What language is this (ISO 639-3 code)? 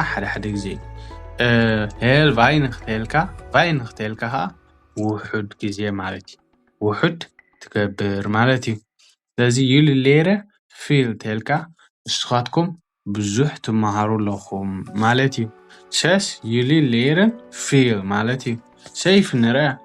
tir